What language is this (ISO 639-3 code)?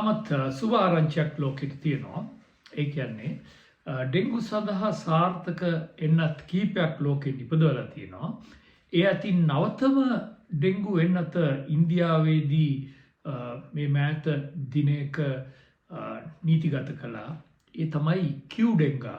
sin